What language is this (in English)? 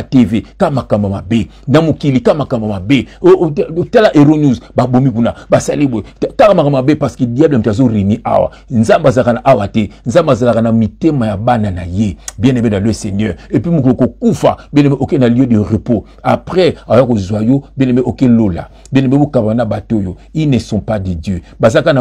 Lingala